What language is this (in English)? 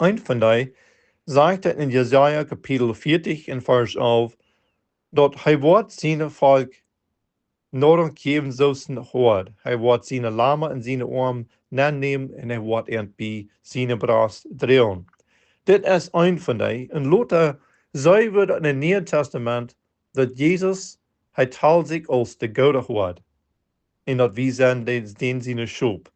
Plautdietsch